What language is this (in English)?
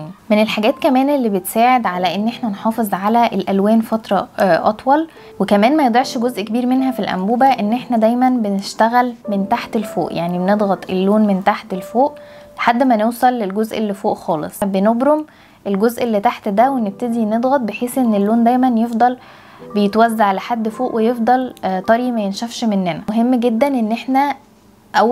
Egyptian Arabic